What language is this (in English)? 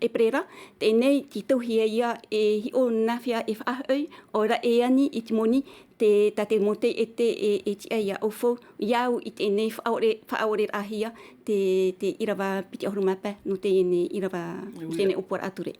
Tahitian